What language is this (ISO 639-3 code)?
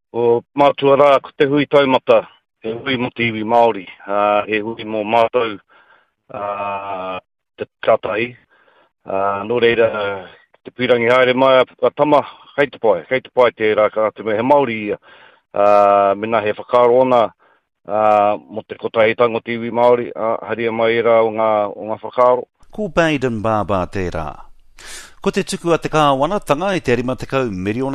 mri